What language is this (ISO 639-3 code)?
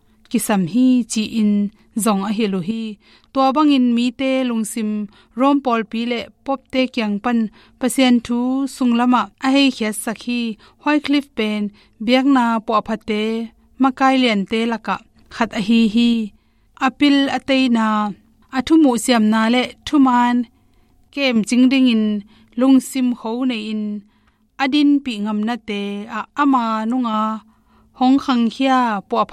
ctd